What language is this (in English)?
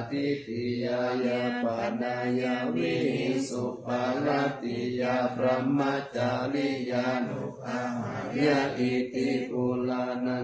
Pali